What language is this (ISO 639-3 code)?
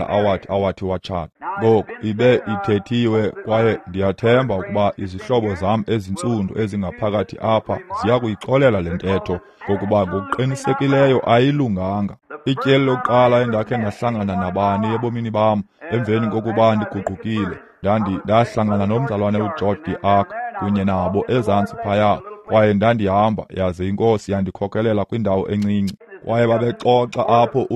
xho